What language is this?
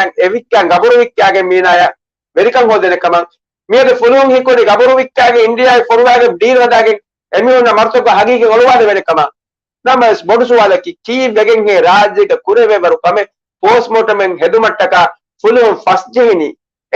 Divehi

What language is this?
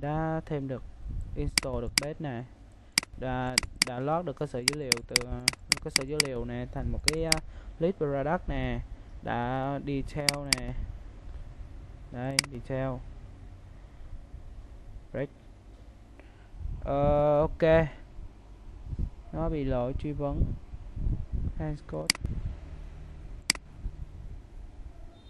Vietnamese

